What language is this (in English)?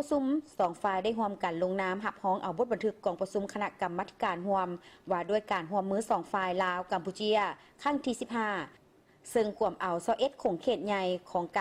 Lao